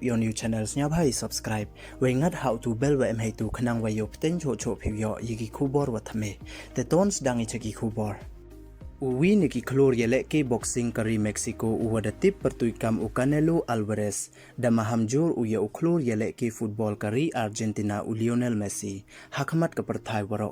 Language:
Pnar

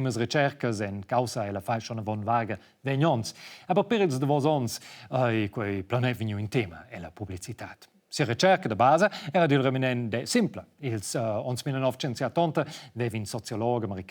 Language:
Romansh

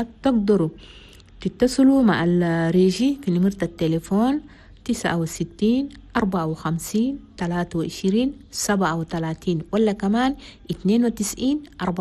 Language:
Chadian Arabic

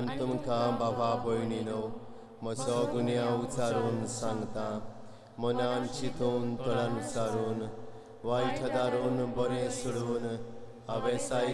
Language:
Konkani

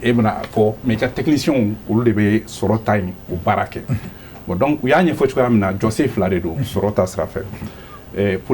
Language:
Bambara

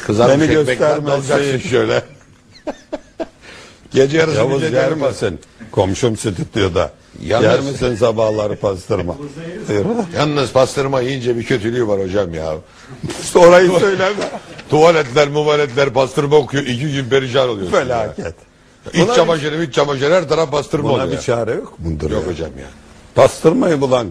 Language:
Turkish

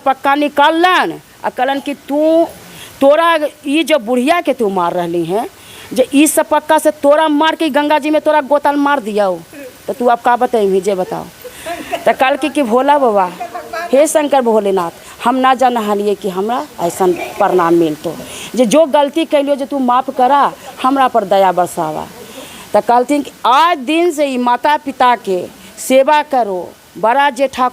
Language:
Magahi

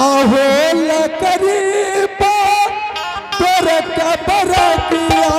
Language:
Angika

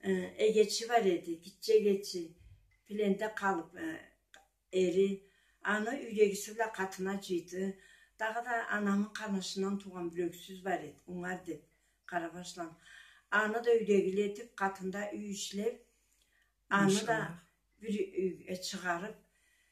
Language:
Karachay-Balkar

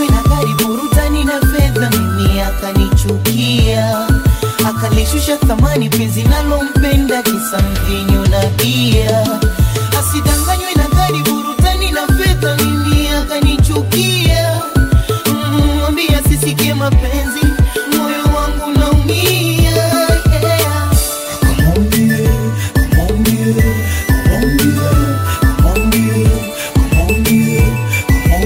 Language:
Swahili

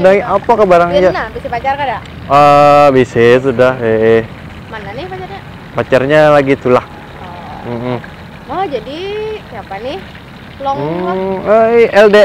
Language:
Banjar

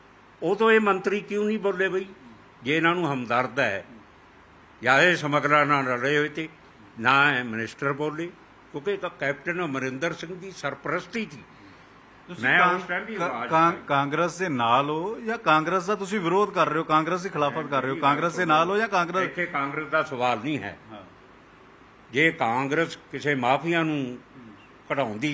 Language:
Punjabi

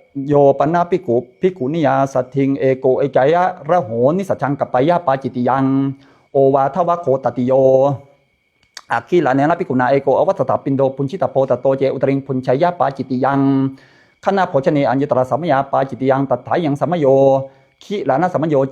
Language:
Pali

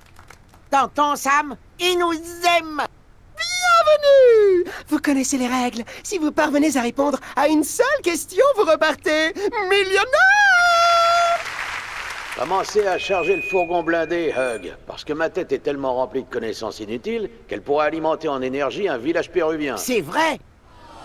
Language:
French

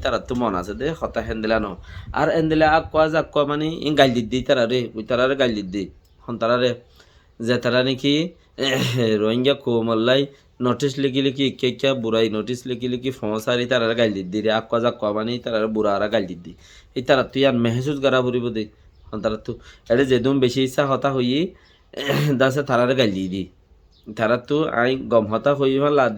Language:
Rohingya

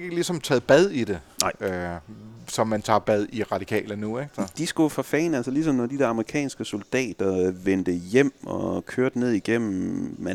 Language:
Danish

